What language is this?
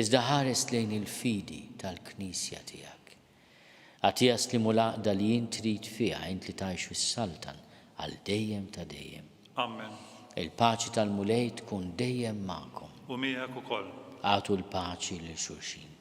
Maltese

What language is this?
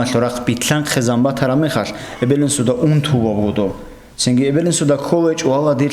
Avaric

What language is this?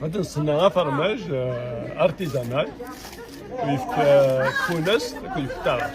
Kabyle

